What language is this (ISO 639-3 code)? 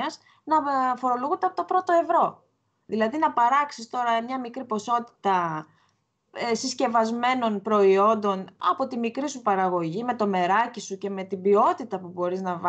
ell